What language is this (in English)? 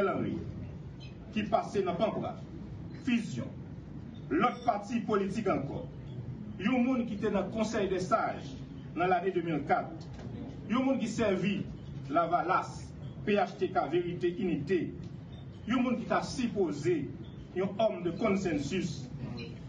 Haitian Creole